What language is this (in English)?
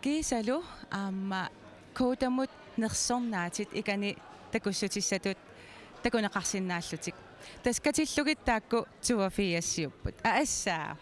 Kalaallisut